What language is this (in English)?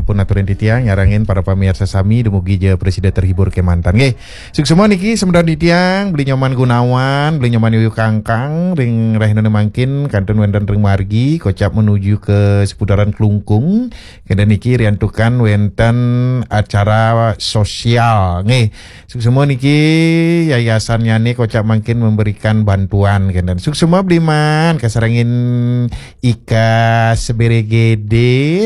Balinese